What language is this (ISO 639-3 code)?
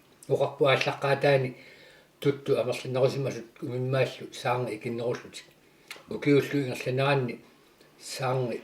kal